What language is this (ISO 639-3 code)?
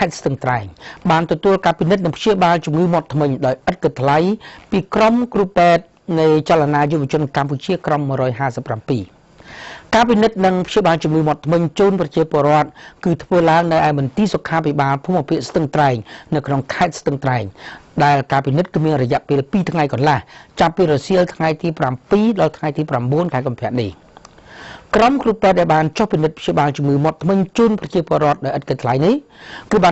khm